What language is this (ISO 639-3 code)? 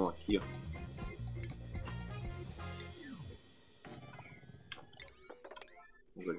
por